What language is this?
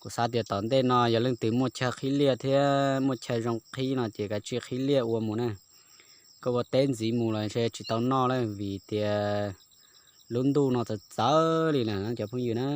Hmong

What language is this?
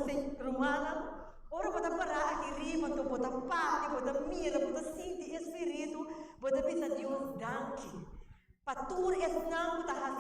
Papiamento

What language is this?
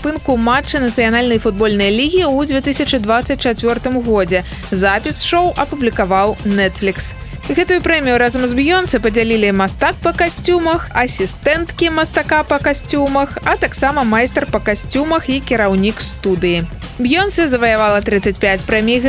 Belarusian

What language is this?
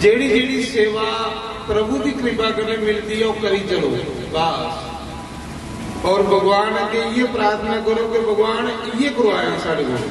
Dogri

